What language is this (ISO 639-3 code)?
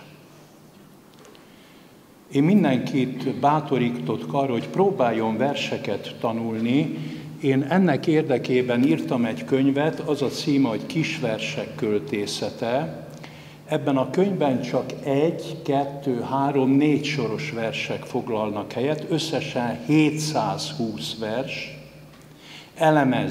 hun